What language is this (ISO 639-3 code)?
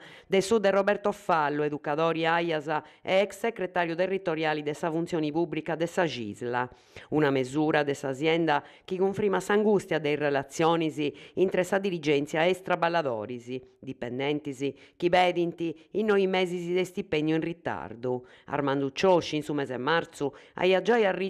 srd